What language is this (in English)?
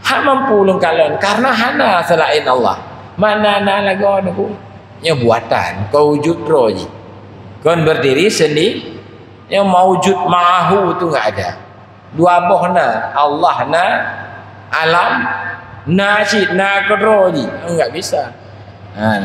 Achinese